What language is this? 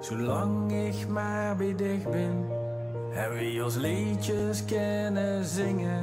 Limburgish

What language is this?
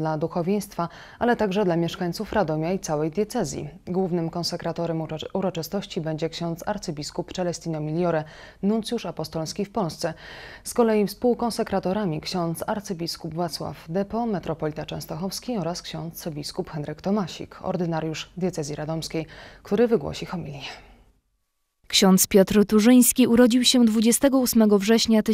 Polish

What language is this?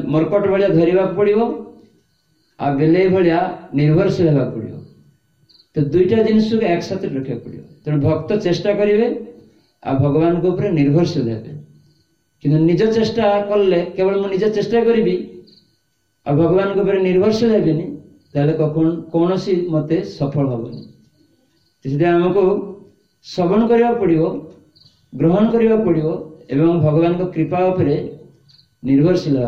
Odia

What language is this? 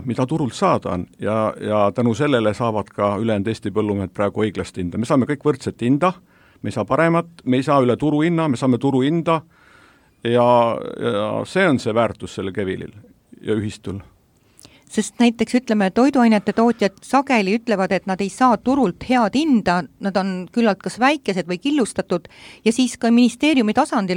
Estonian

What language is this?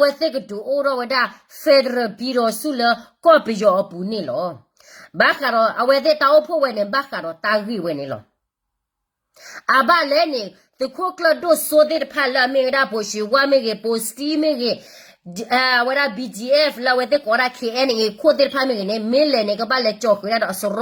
S'gaw Karen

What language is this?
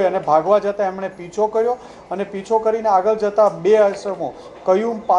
Gujarati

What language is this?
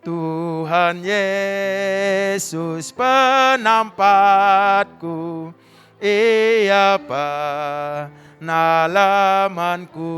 Batak Karo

